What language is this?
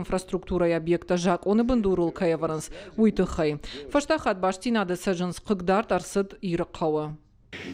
Ossetic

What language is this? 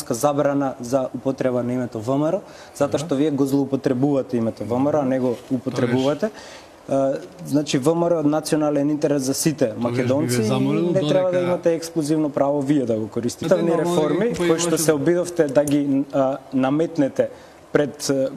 Macedonian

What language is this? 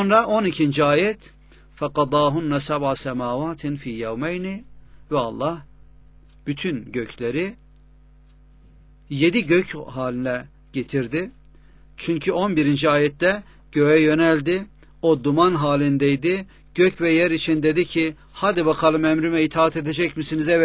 Turkish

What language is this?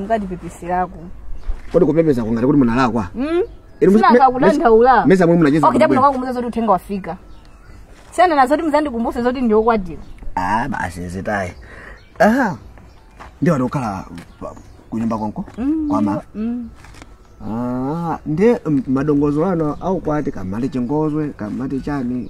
Nyanja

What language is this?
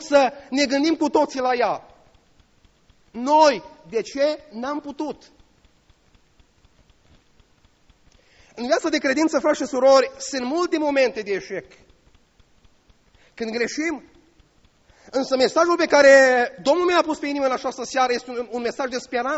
Romanian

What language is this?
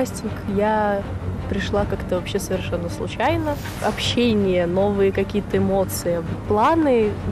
Russian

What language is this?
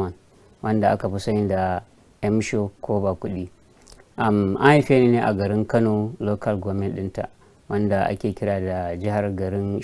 Hausa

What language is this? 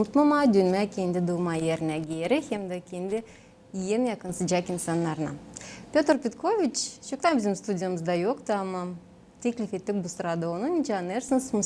Gagauz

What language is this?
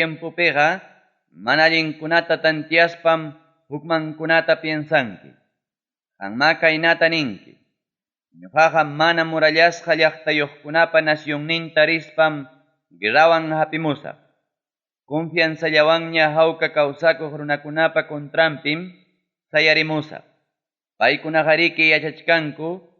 Ayacucho Quechua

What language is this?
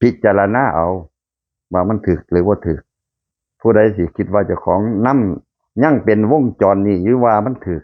Lao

